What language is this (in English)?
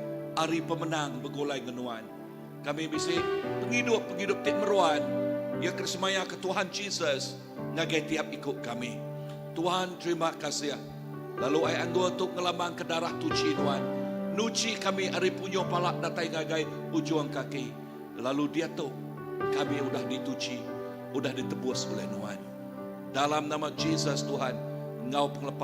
Iban